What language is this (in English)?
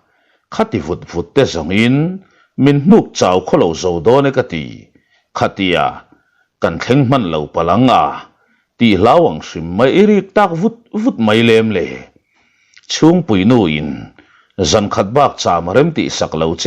Mizo